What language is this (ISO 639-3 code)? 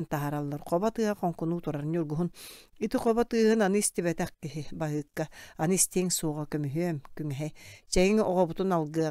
sah